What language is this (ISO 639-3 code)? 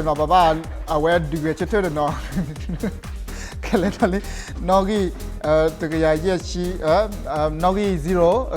ksw